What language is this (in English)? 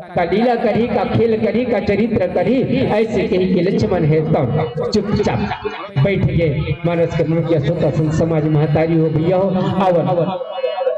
Chhattisgarhi